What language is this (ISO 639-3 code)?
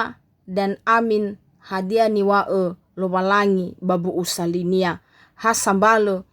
nia